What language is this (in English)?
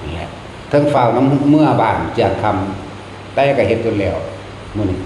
Northeastern Thai